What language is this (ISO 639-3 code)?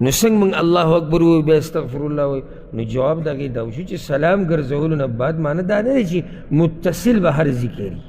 pus